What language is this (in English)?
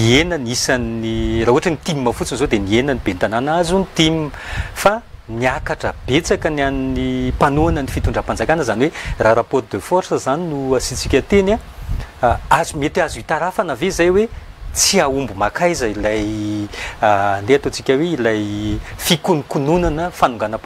Malagasy